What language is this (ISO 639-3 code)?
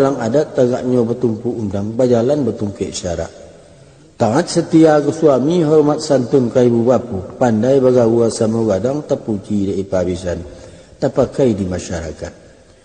min